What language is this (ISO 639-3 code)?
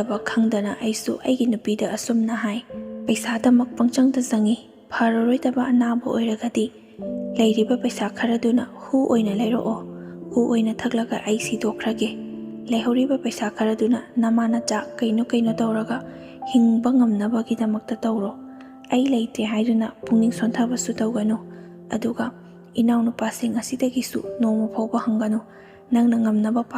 mni